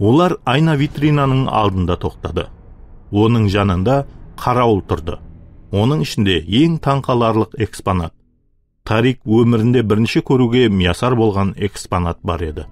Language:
Kara-Kalpak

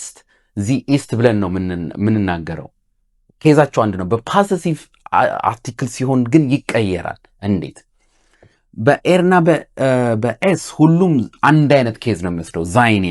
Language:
Amharic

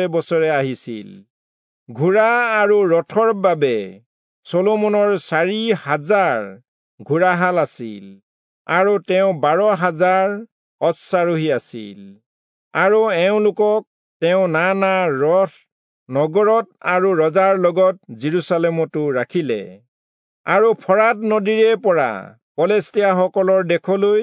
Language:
Assamese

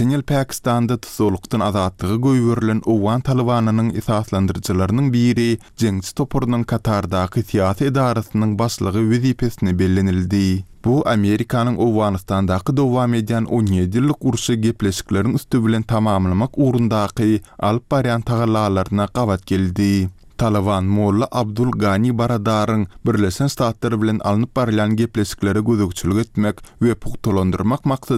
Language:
Turkmen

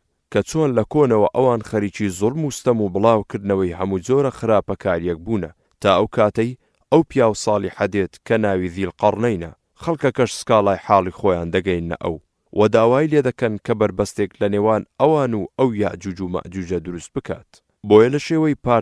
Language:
Central Kurdish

